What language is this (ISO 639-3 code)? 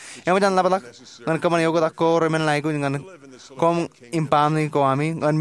mah